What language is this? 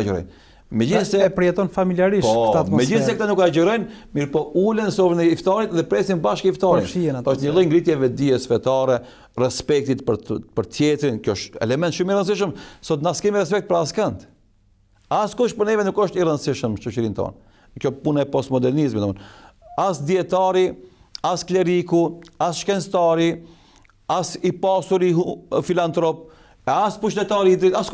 Albanian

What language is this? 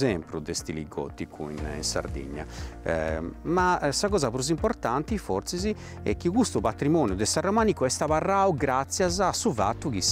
Sardinian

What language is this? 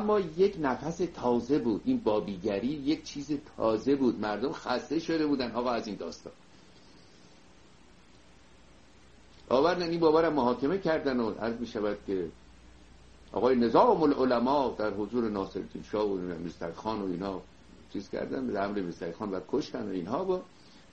Persian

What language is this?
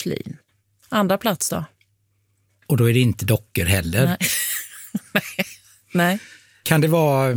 Swedish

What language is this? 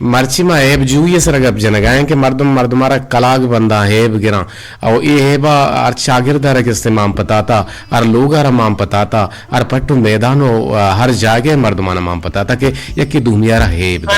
Eastern Balochi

